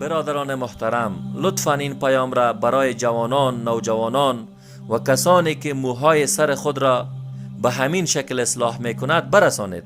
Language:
Persian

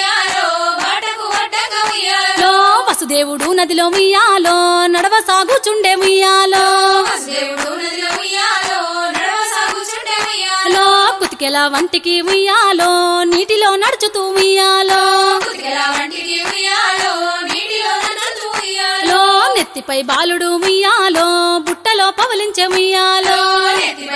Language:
Telugu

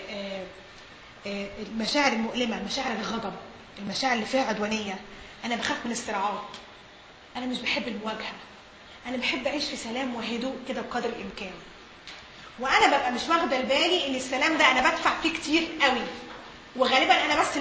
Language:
Egyptian Arabic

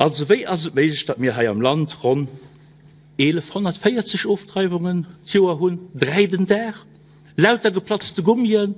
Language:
Luxembourgish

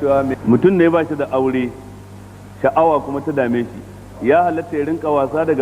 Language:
Hausa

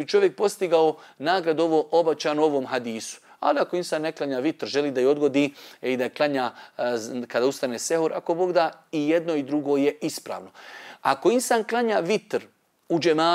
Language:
Bosnian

